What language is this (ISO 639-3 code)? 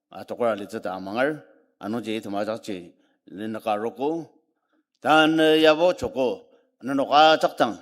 njo